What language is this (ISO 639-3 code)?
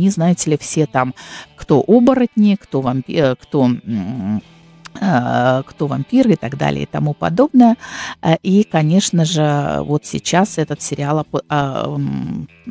rus